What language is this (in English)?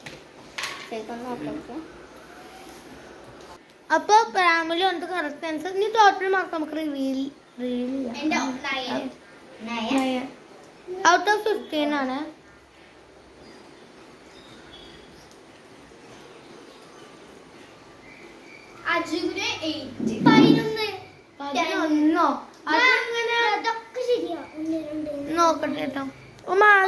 Malayalam